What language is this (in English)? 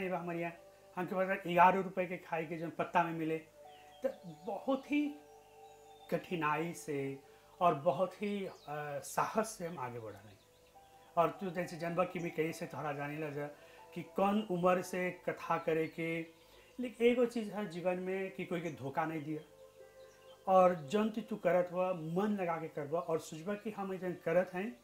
Bhojpuri